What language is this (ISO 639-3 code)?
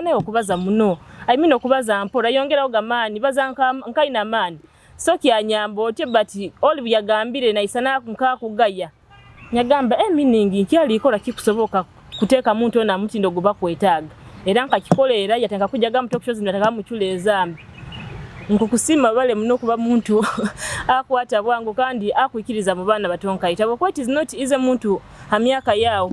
nyo